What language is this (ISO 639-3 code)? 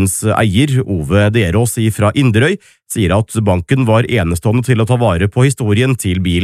nor